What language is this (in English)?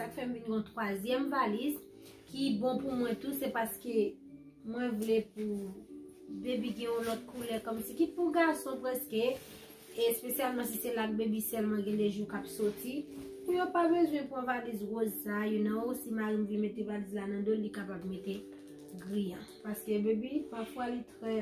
Haitian Creole